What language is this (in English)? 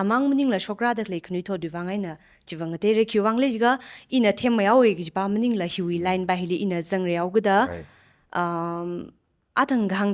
Tangkhul Naga (India)